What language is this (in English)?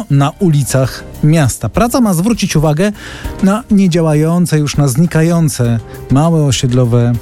Polish